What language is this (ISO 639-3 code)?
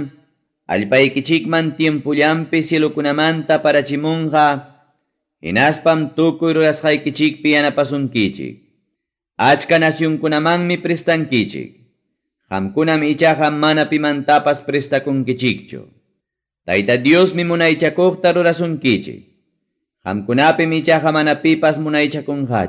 quy